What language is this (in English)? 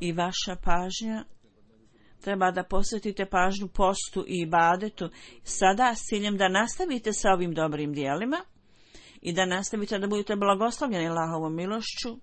Bosnian